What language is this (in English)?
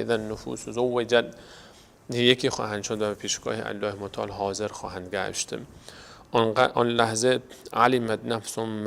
Persian